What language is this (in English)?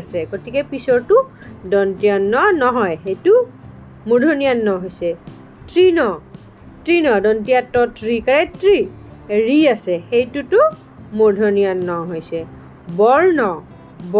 Assamese